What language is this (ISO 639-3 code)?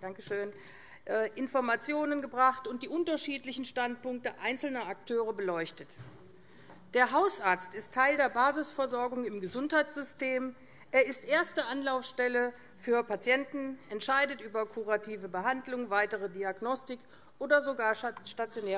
deu